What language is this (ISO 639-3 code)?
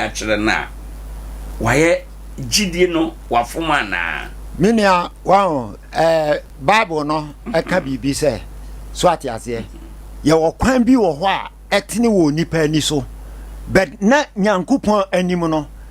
aka